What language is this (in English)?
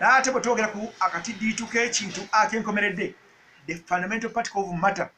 Ganda